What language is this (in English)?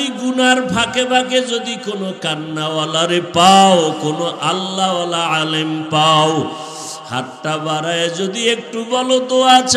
Bangla